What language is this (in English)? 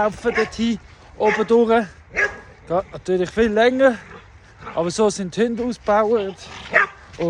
Swiss German